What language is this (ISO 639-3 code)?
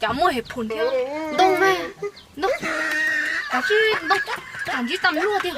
hmn